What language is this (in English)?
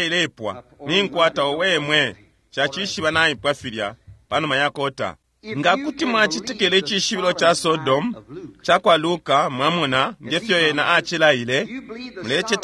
Bemba